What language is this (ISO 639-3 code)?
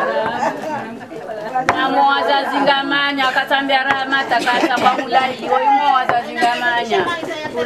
swa